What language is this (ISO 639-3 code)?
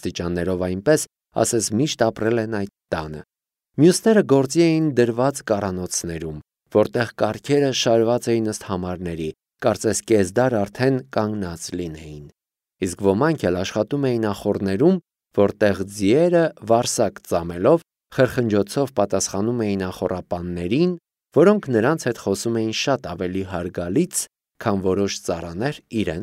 hye